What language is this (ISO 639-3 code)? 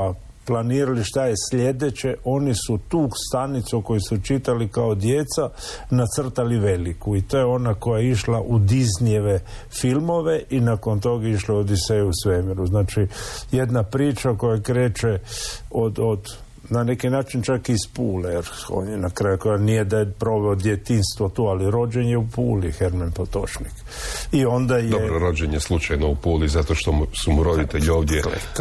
hrv